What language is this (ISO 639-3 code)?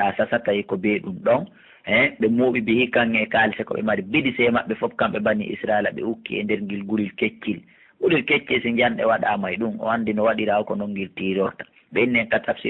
fuf